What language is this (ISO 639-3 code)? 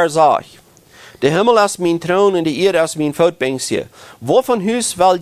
pdt